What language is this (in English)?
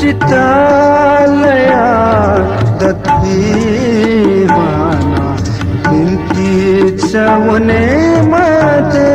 Newari